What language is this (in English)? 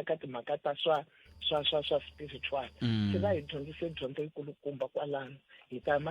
Tsonga